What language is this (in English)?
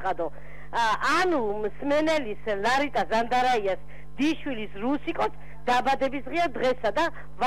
Georgian